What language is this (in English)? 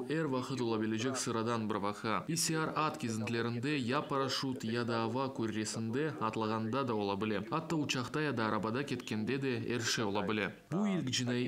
Crimean Tatar